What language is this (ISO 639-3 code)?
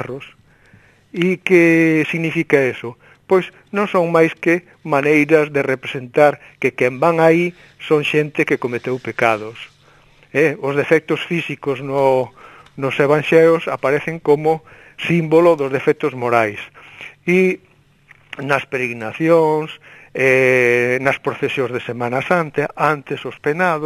glg